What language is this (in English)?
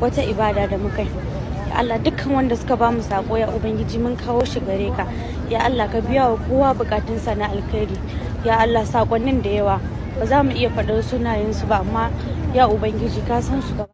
Hausa